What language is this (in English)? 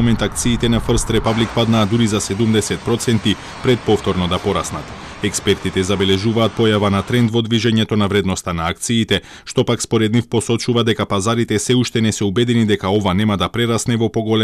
Macedonian